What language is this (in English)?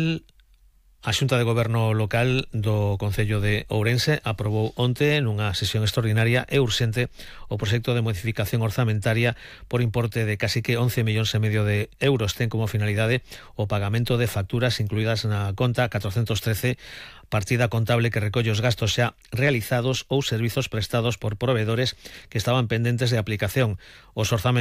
Galician